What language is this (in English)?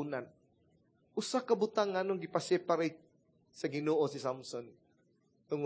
Cebuano